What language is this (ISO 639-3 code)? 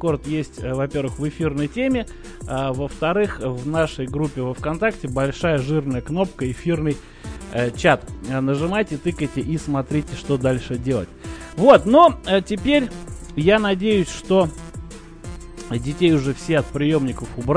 rus